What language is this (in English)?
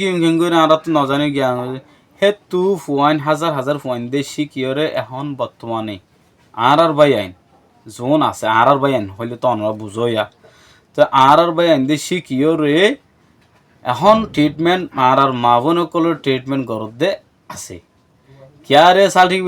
Rohingya